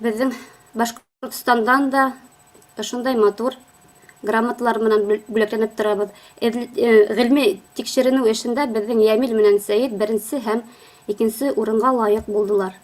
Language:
Bashkir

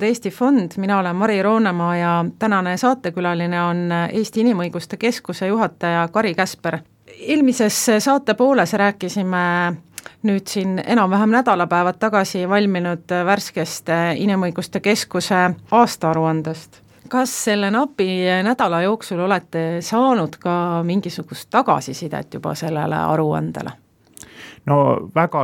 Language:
Estonian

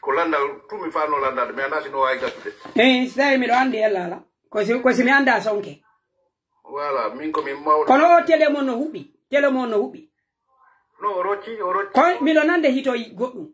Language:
Pular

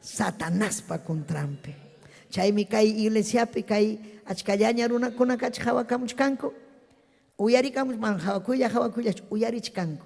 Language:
Ayacucho Quechua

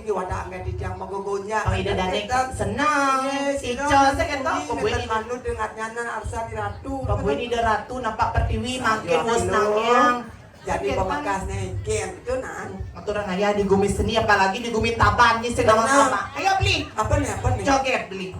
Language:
Balinese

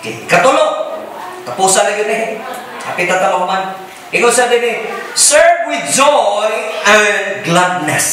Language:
Cebuano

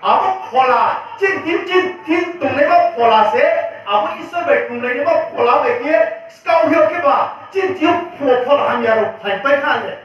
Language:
Riang (India)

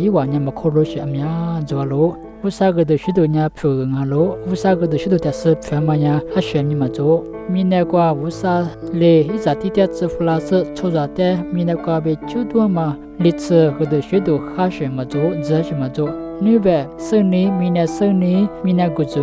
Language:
Lisu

